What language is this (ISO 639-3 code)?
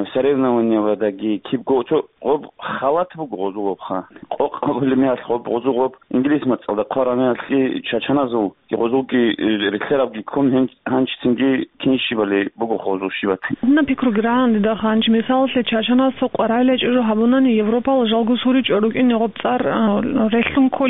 ava